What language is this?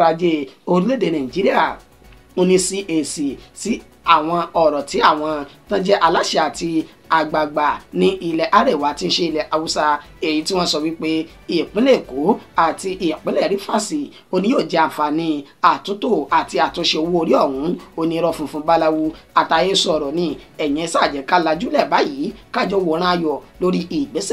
Yoruba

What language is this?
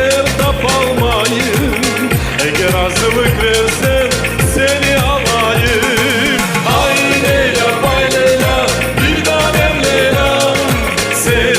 Crimean Tatar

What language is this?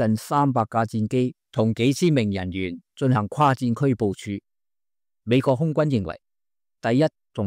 Cantonese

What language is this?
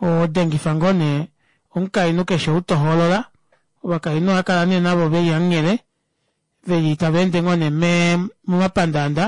Kuanyama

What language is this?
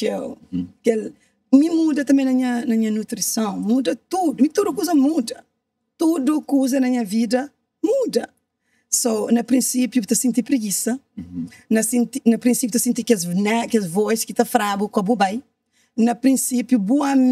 Kabuverdianu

